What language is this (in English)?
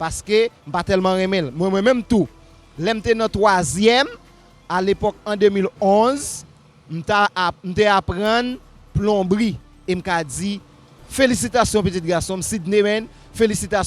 Haitian Creole